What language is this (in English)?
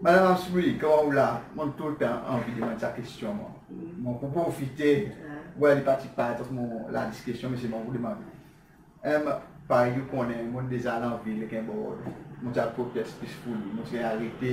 Seselwa Creole French